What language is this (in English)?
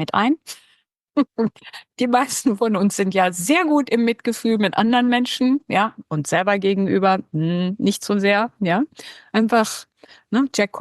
Swiss German